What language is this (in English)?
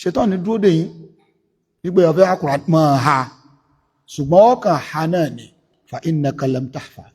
Yoruba